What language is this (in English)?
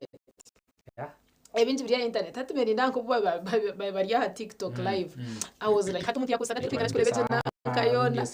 Nyankole